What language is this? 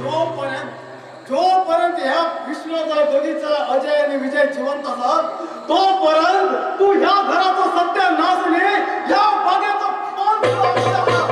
Konkani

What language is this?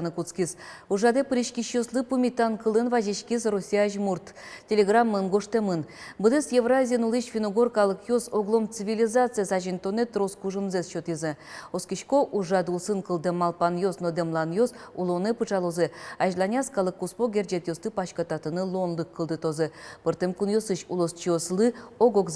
Udmurt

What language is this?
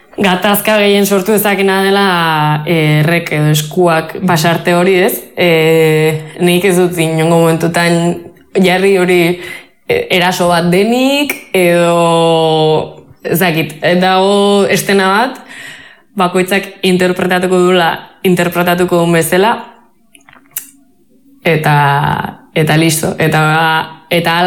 Basque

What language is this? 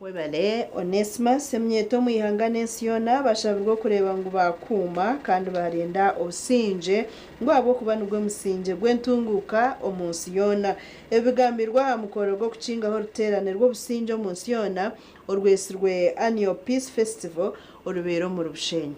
Nyankole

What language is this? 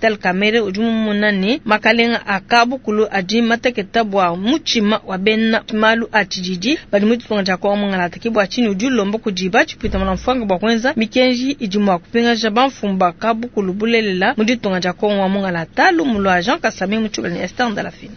Luba-Lulua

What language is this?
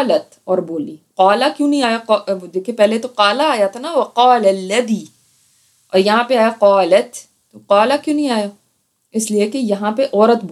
Urdu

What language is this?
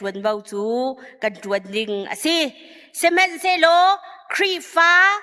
Hakha Chin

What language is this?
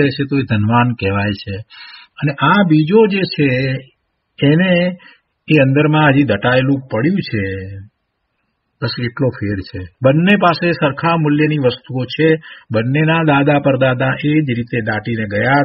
Gujarati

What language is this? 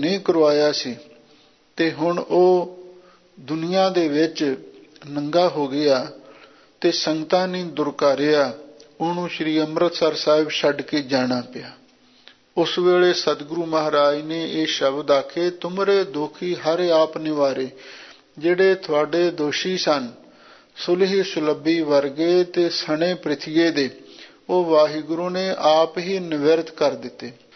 Punjabi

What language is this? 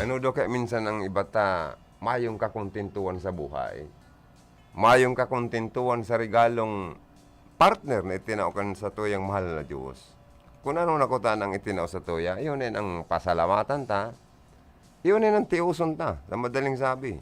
Bikol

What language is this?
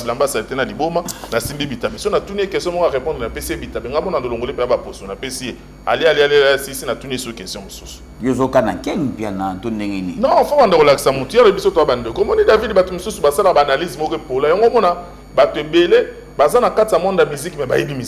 Lingala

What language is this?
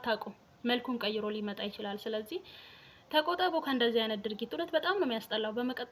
Amharic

